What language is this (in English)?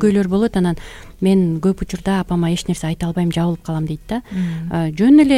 Kyrgyz